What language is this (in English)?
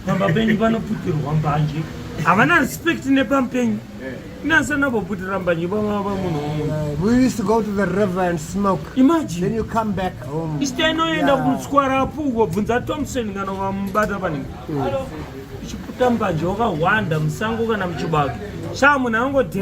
Shona